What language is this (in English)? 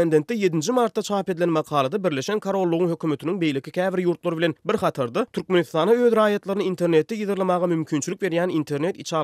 Turkmen